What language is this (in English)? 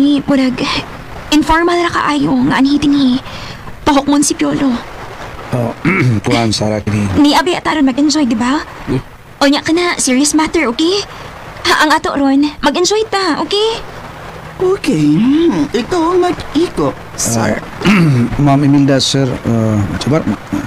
Cebuano